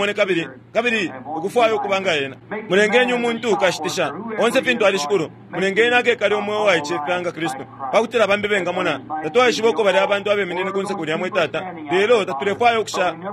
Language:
Bemba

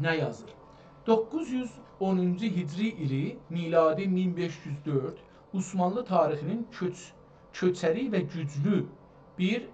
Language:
South Azerbaijani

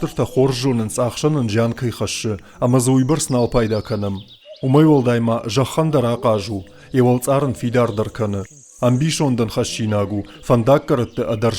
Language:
Ossetic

